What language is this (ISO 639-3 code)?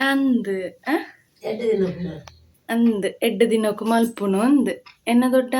tcy